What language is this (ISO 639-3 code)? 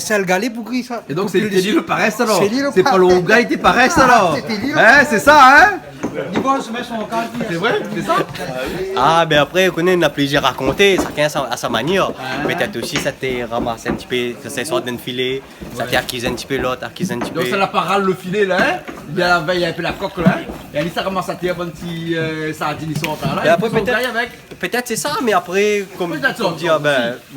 rcf